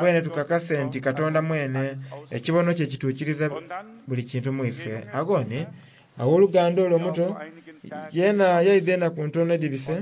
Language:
Soga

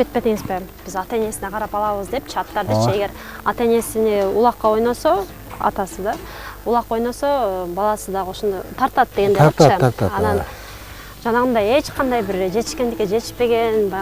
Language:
Kyrgyz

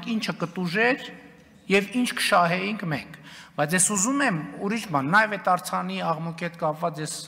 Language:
Armenian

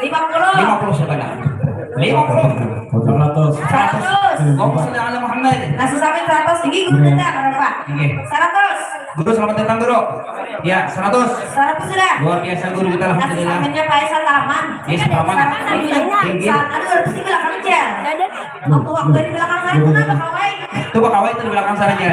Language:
Banjar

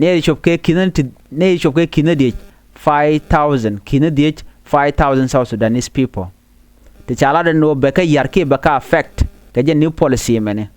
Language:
Nuer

